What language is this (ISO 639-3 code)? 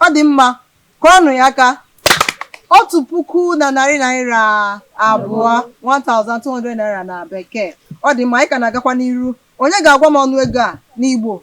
ibo